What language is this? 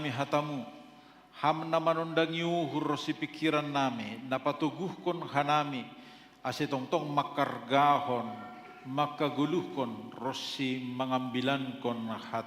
Batak Simalungun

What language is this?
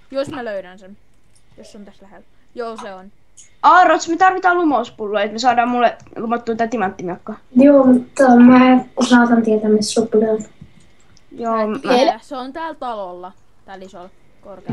Finnish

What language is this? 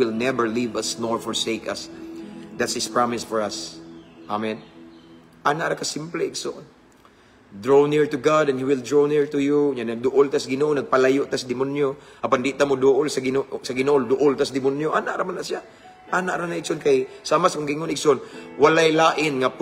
Cebuano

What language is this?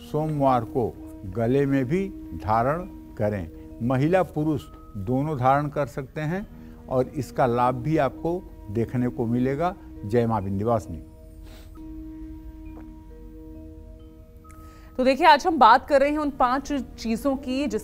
Hindi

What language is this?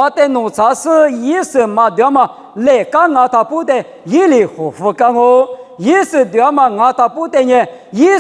Lisu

